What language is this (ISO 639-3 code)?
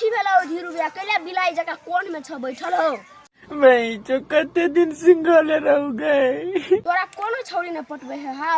mai